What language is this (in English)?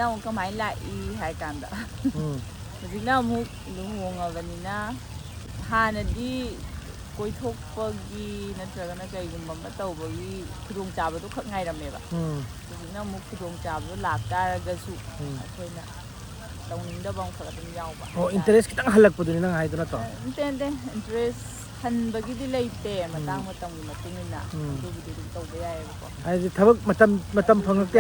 Manipuri